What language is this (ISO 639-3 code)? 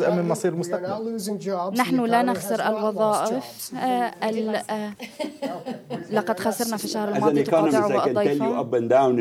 ara